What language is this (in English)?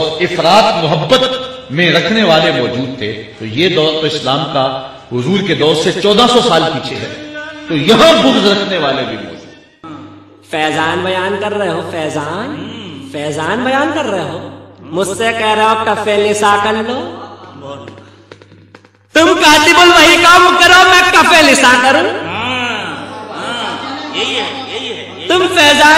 Urdu